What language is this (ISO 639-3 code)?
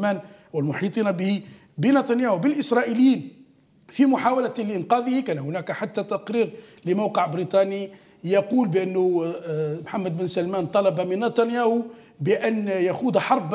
ara